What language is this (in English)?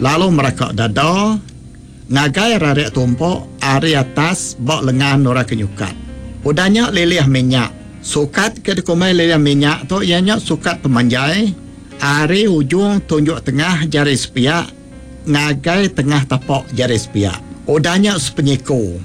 Iban